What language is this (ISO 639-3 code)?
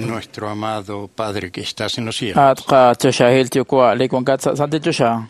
kek